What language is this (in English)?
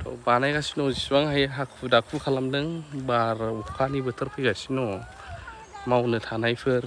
Bodo